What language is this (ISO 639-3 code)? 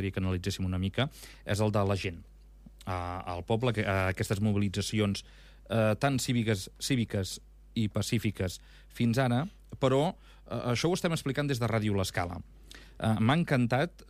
cat